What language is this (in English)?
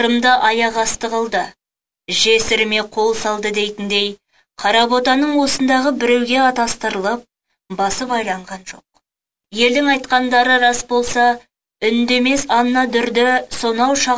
Kazakh